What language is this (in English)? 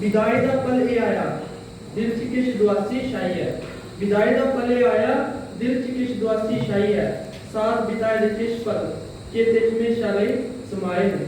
Dogri